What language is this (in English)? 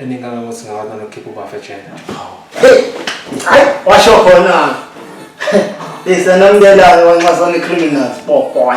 Zulu